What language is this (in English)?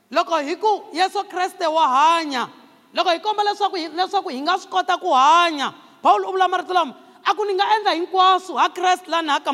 Tsonga